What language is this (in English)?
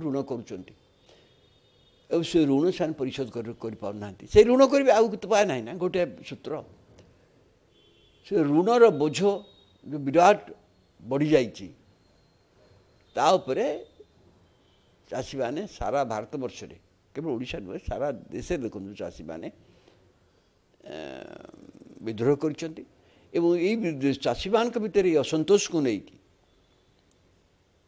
Odia